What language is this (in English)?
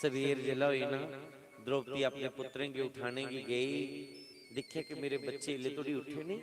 Dogri